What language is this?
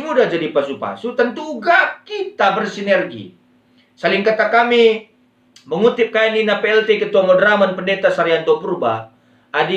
Batak Karo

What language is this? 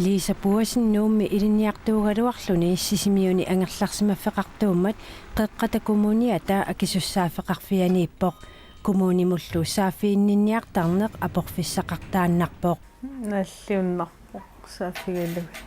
Kalaallisut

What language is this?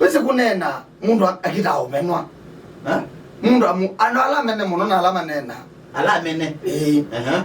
Kamba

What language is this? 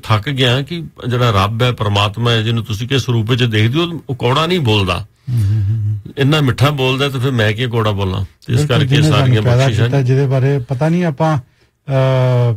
Punjabi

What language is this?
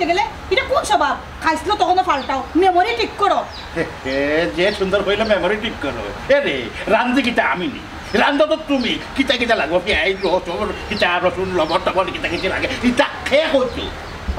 Sylheti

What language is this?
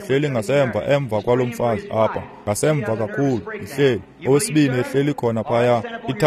Xhosa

